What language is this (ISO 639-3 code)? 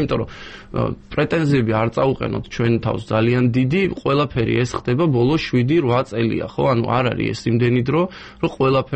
kat